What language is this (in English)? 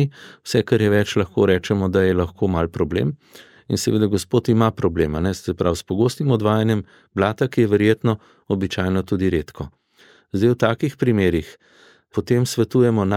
Slovenian